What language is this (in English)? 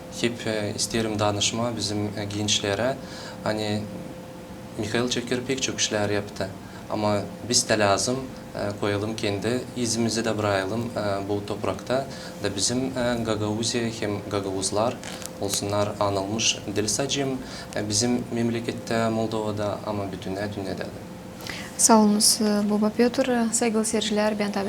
Gagauz